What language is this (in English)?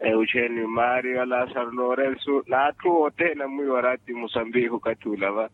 Makhuwa